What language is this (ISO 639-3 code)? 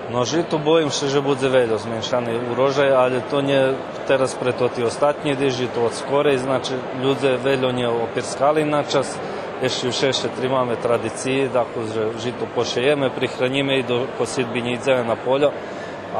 rue